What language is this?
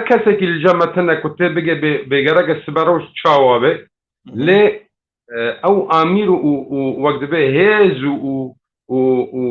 Kurdish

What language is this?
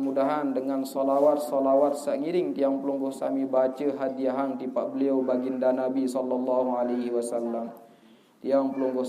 Sasak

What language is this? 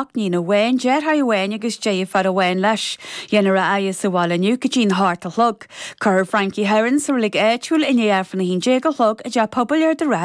Irish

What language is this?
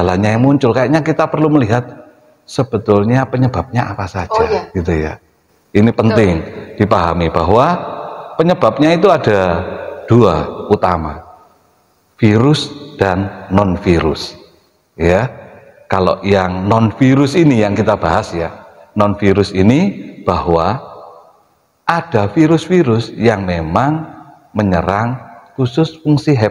Indonesian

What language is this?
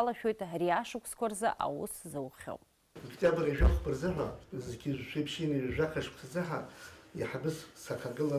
Abkhazian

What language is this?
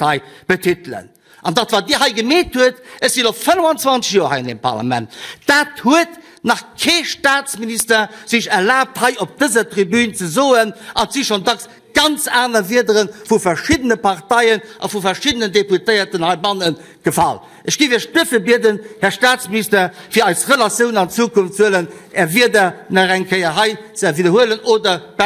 Luxembourgish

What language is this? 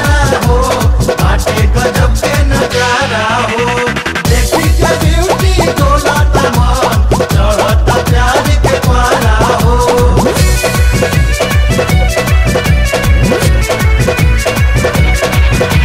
Bhojpuri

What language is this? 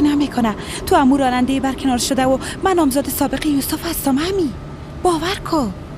Persian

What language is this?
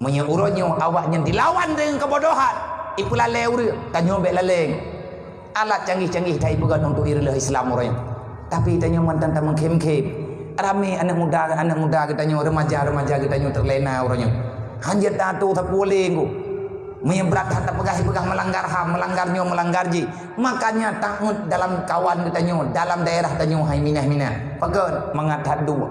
Achinese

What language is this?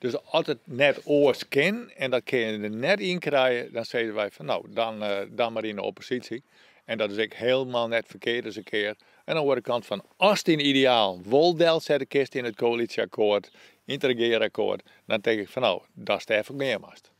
Western Frisian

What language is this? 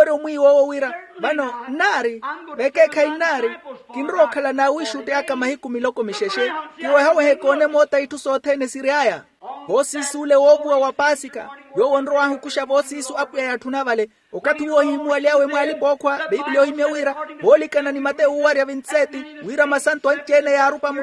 Makhuwa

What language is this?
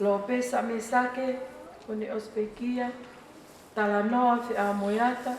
Tongan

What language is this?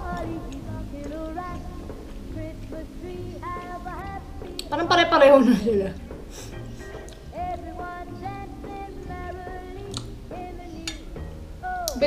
Filipino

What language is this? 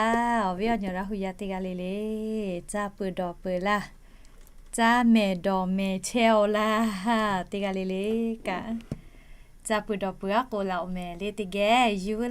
Lahu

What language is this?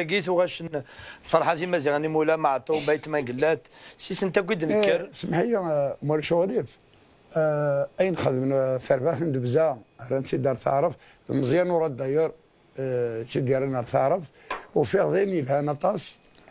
Kabyle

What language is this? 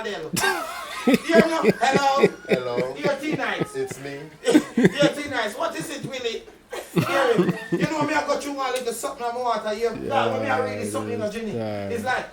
Jamaican Creole English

